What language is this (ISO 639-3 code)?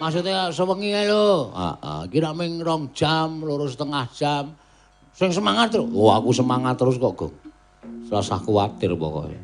jav